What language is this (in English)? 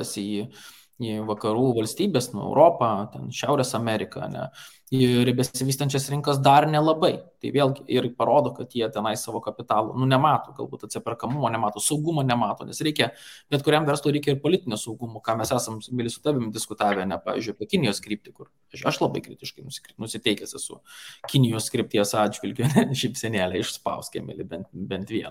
Lithuanian